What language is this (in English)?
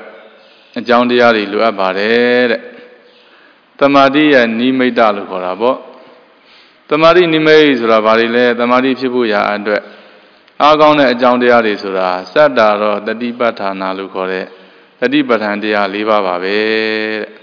Burmese